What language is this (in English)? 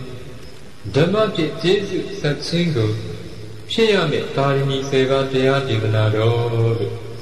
Burmese